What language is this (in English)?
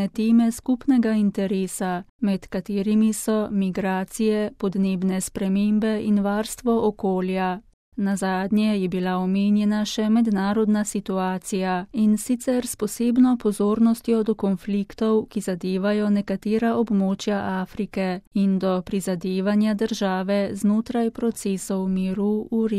Slovenian